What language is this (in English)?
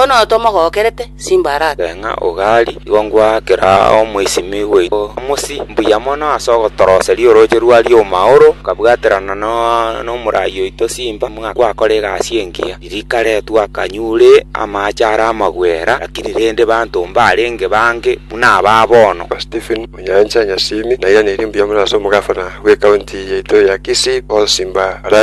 Gusii